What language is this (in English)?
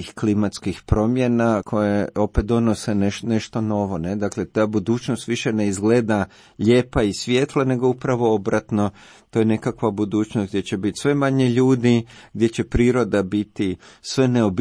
Croatian